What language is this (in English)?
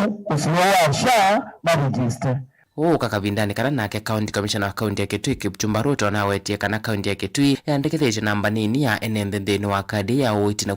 Kamba